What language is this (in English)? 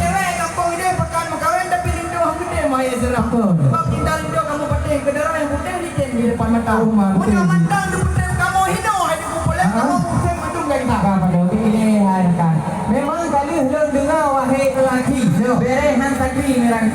Achinese